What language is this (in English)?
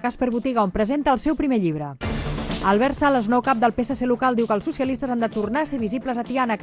Catalan